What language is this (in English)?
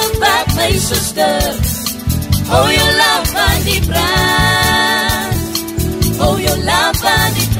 Afrikaans